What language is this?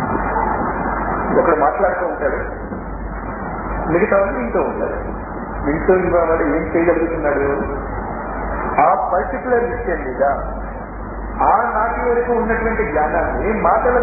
Telugu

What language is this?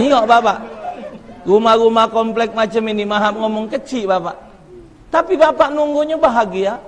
Musi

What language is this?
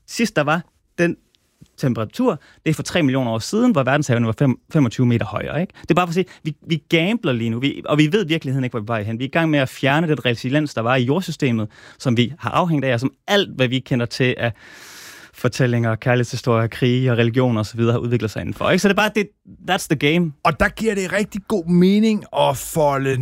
Danish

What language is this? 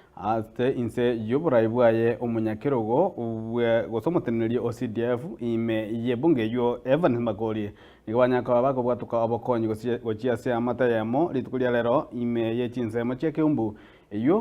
Gusii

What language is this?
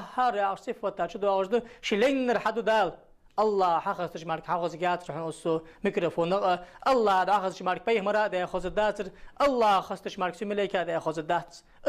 Ingush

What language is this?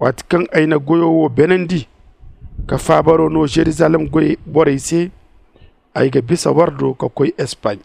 Zarma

